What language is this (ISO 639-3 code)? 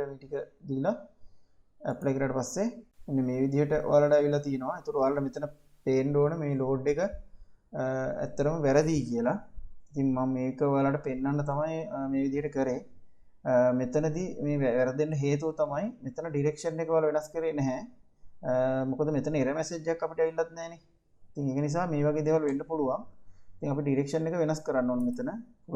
sin